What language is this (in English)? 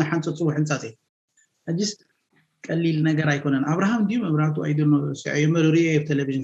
Tigrinya